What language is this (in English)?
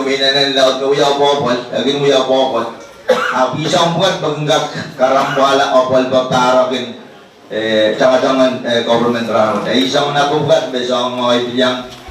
Pohnpeian